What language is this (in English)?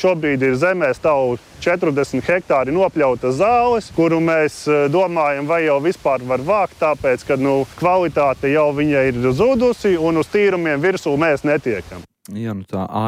Latvian